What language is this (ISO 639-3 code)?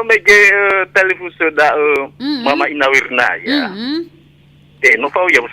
nia